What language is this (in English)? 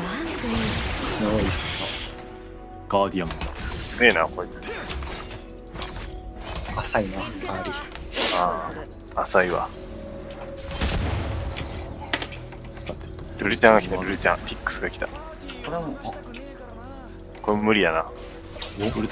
Japanese